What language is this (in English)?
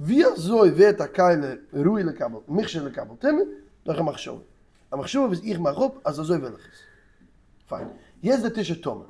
Yiddish